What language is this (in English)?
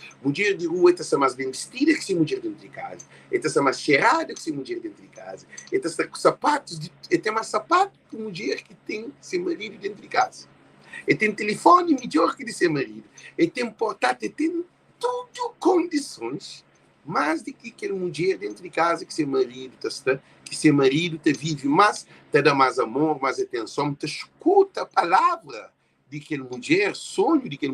Kabuverdianu